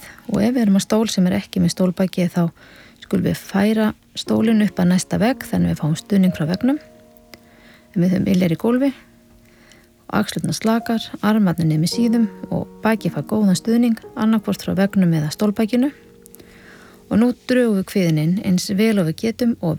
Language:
Icelandic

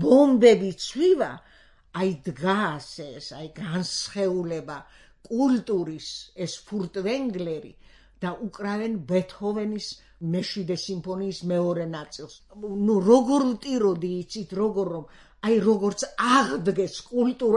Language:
Georgian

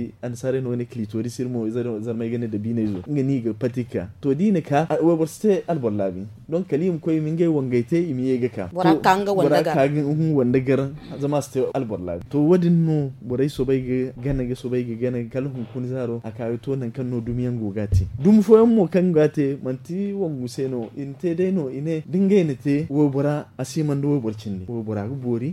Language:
Zarma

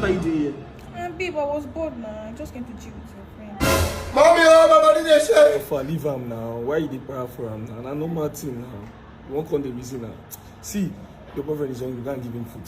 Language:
Nigerian Pidgin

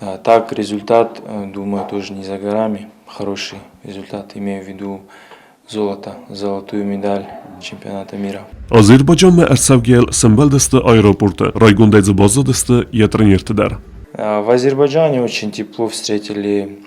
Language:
Ossetic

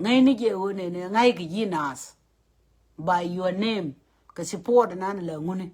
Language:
Nuer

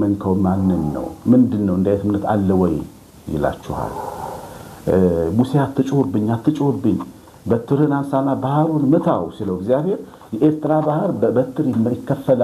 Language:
Amharic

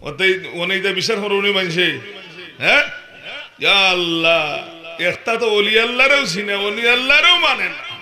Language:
Sylheti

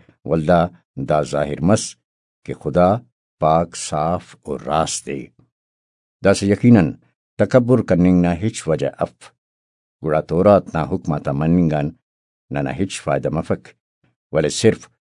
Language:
Brahui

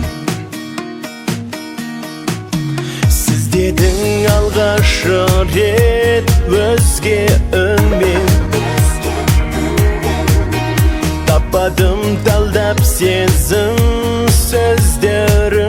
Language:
Kazakh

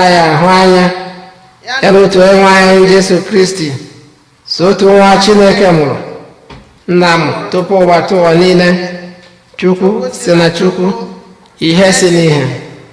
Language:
Igbo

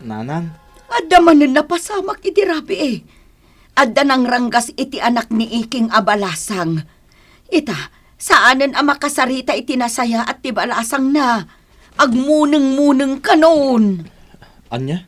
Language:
Iloko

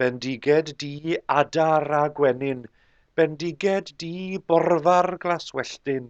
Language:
Welsh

